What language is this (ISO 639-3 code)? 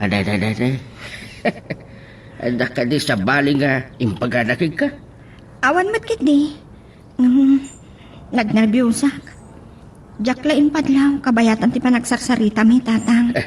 ilo